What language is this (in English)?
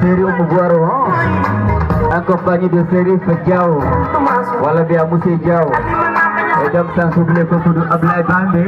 Fula